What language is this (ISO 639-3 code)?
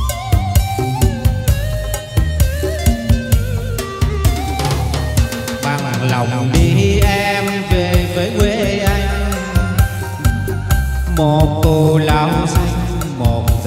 vie